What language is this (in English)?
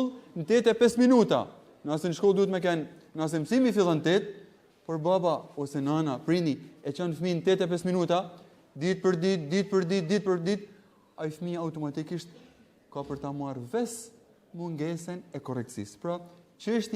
Albanian